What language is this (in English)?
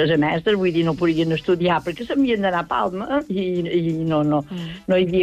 Catalan